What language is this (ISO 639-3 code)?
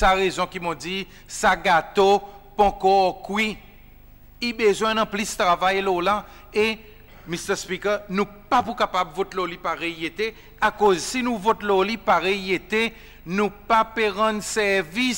crs